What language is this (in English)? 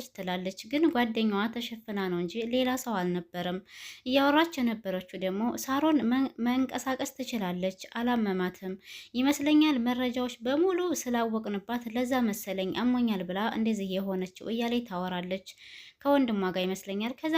Amharic